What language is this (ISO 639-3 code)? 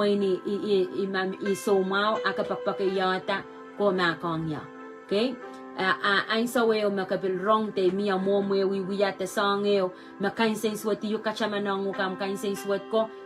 pon